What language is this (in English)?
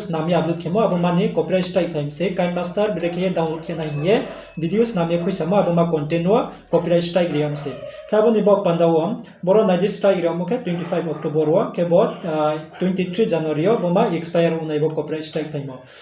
Riang (India)